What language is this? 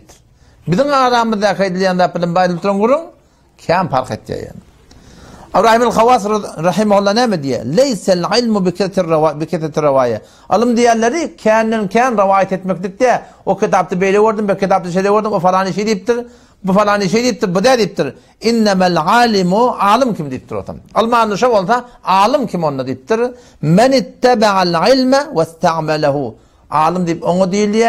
Turkmen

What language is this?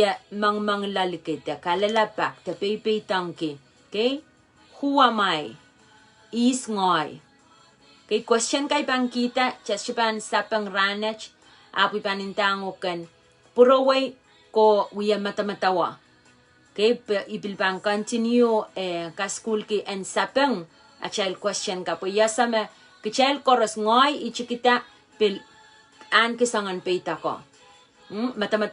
Pohnpeian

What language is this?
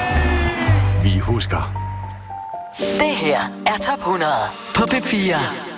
Danish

